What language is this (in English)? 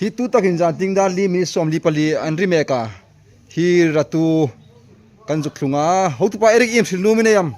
Hmar